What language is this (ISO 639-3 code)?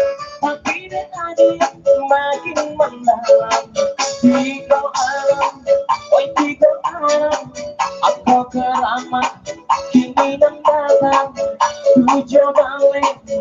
min